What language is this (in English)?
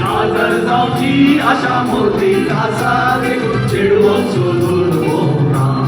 Konkani